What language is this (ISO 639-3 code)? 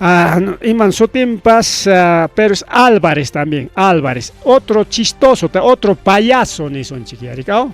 quy